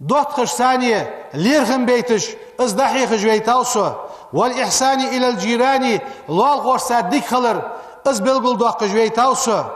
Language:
Ingush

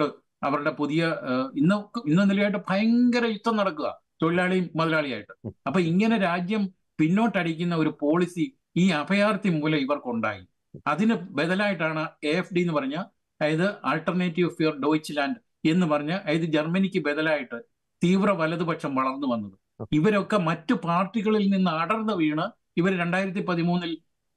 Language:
Malayalam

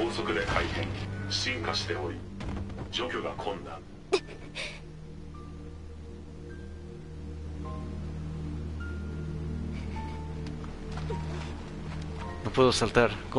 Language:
Japanese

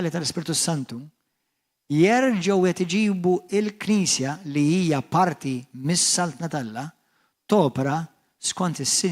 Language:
Maltese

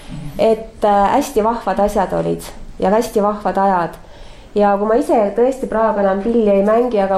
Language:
Estonian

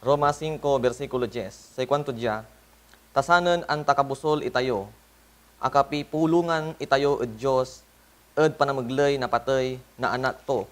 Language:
Pangasinan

